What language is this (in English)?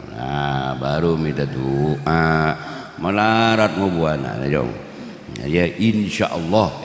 Madurese